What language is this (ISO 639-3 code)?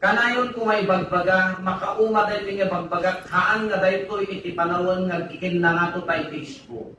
ilo